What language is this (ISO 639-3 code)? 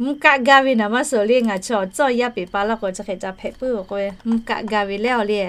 lhu